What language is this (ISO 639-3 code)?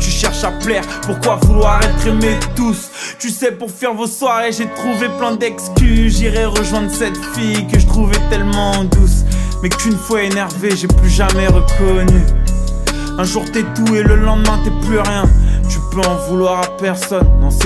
fra